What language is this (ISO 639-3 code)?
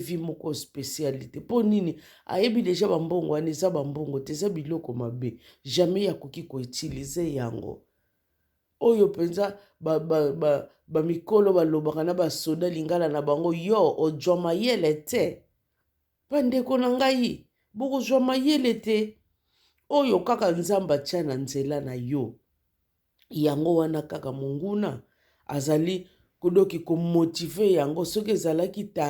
lin